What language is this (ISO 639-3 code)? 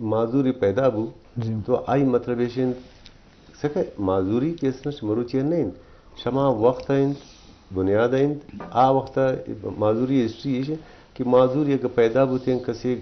bgp